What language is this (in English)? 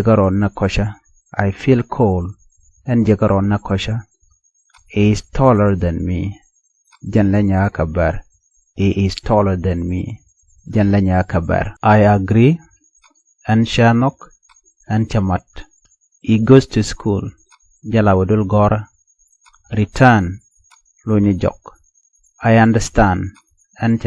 Nuer